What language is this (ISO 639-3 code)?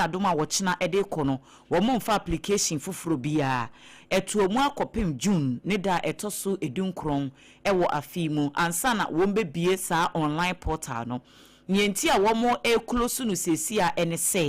aka